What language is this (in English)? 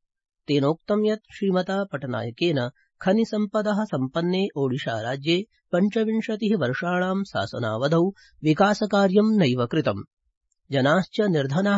Sanskrit